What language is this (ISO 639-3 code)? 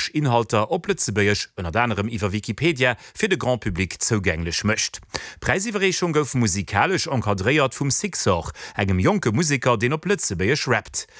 ltz